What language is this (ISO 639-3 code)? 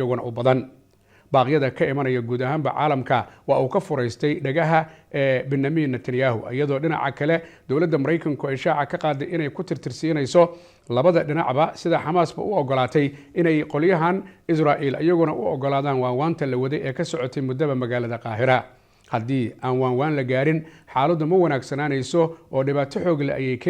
som